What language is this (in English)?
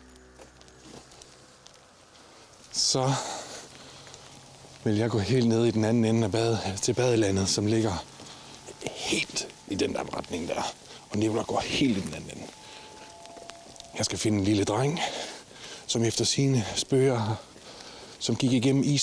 Danish